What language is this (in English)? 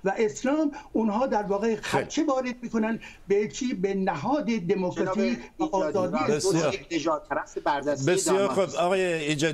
Persian